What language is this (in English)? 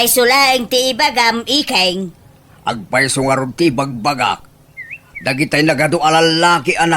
Iloko